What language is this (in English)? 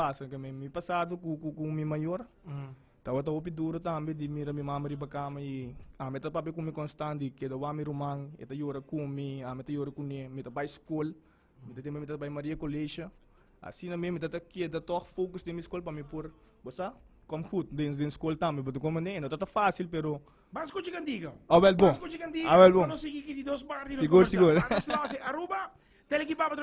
Papiamento